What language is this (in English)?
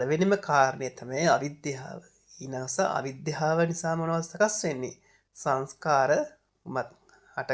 Sinhala